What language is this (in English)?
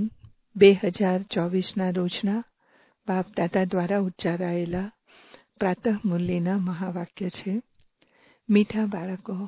Gujarati